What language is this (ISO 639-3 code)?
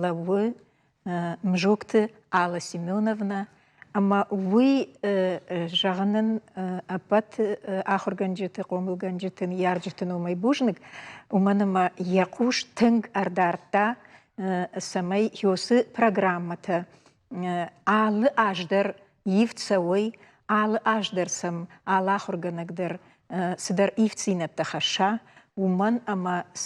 oss